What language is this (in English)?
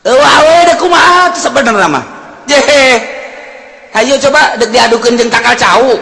Sundanese